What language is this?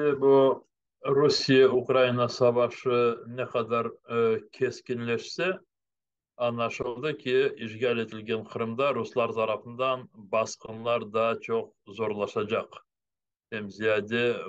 Crimean Tatar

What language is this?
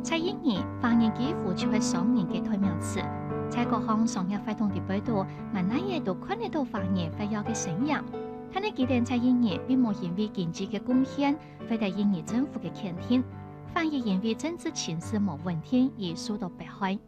Hakka Chinese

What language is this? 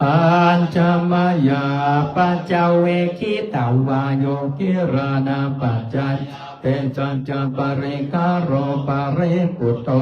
Pali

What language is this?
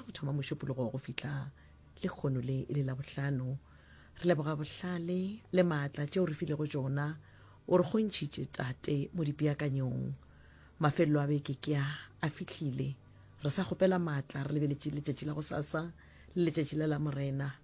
Northern Sotho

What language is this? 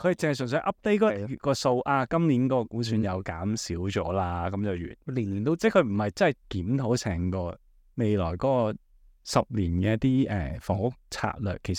Cantonese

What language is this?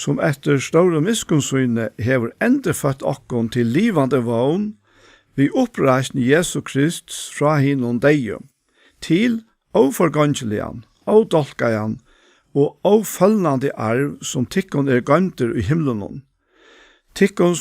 Faroese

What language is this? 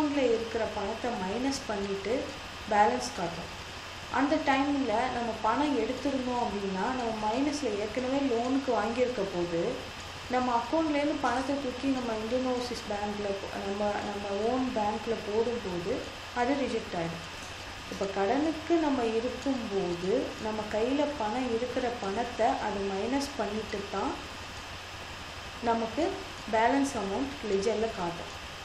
Tamil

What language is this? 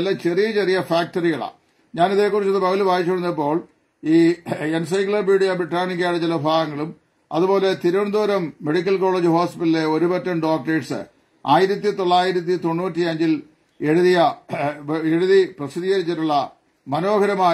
Malayalam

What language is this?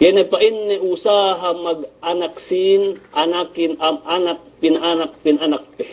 Yakan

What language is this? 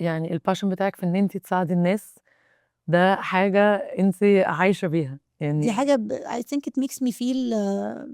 Egyptian Arabic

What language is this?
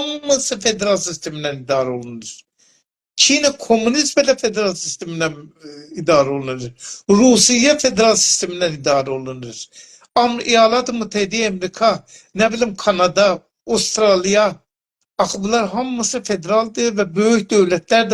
South Azerbaijani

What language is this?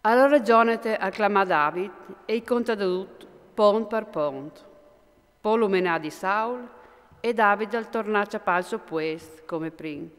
Friulian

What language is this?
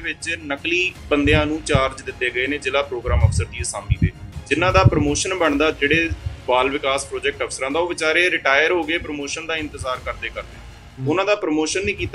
Punjabi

